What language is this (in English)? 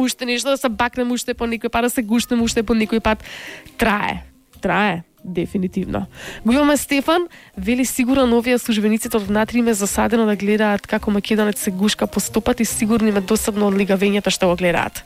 Macedonian